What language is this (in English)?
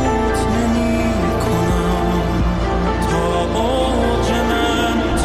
Persian